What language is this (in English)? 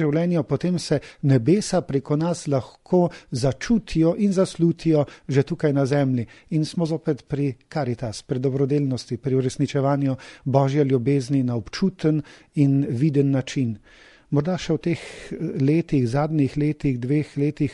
Slovenian